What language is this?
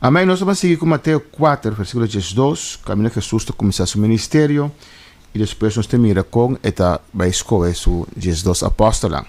Papiamento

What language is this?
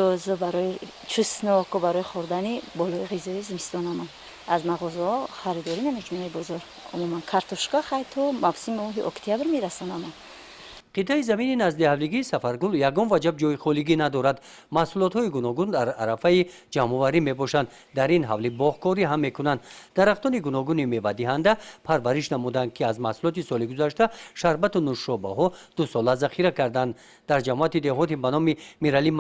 Tajik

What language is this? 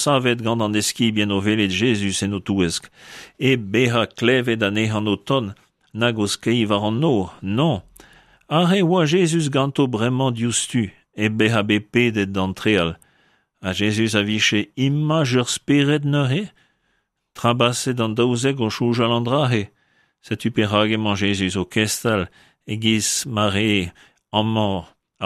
Breton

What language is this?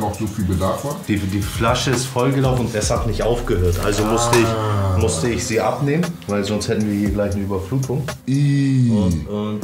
German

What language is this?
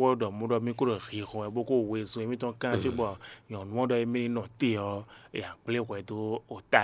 Fon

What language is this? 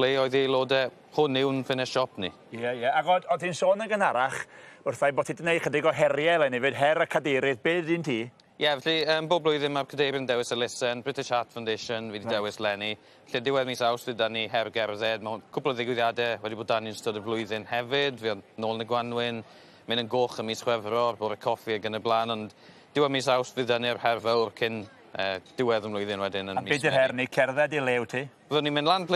Welsh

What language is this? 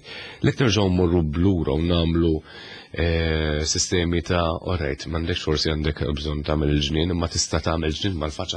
Maltese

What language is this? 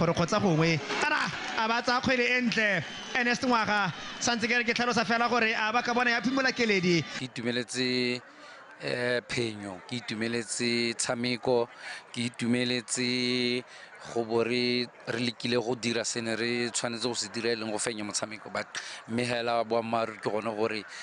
Tswana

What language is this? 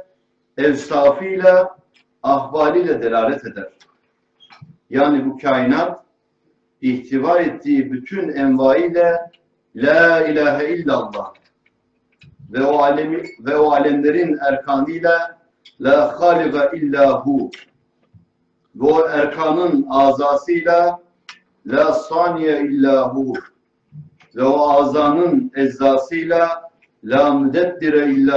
Turkish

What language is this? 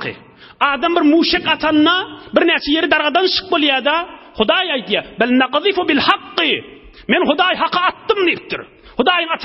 Turkmen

